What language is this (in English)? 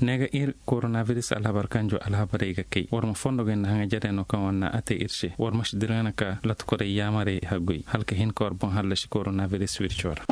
Zarma